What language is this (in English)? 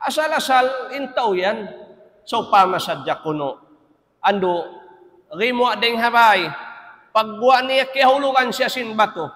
Tausug